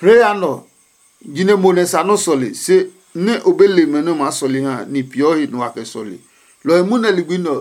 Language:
Adangme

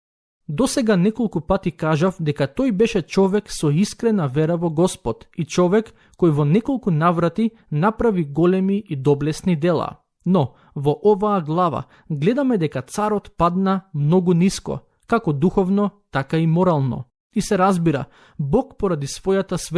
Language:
Macedonian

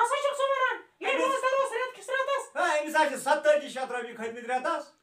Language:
Kashmiri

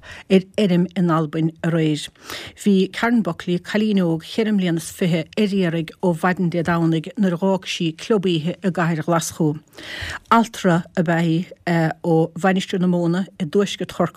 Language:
Irish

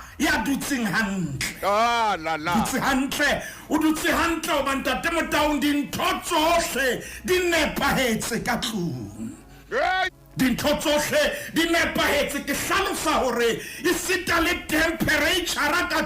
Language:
Southern Sotho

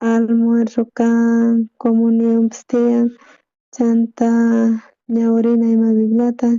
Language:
South Bolivian Quechua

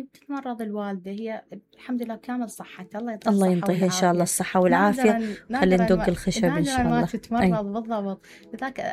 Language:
Mesopotamian Arabic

